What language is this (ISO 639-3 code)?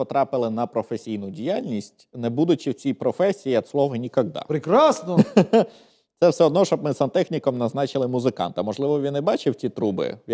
ukr